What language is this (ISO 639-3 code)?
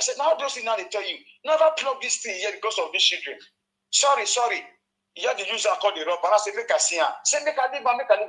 pcm